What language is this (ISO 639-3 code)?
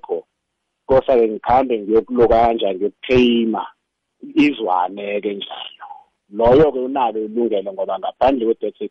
nbl